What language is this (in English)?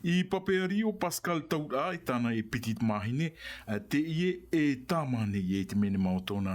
Tahitian